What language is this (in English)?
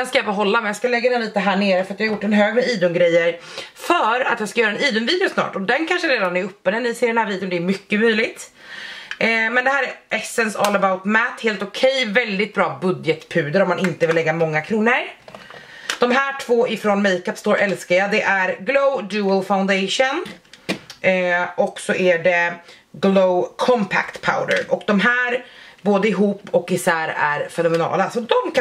Swedish